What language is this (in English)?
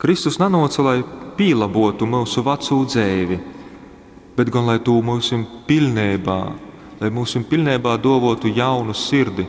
Latgalian